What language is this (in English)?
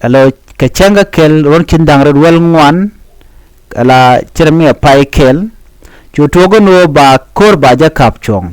Nuer